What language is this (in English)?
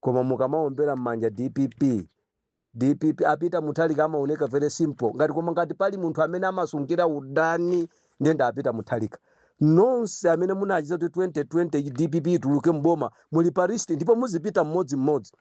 Nyanja